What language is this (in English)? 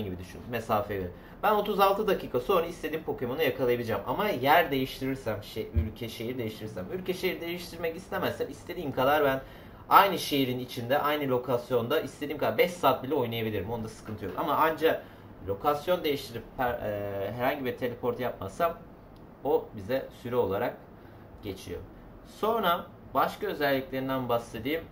Turkish